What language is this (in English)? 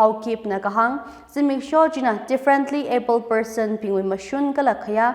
Tangkhul Naga (India)